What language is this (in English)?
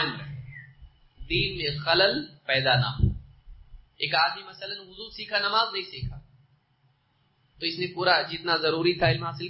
Urdu